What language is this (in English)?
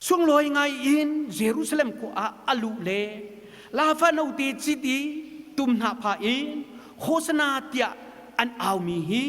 Hakha Chin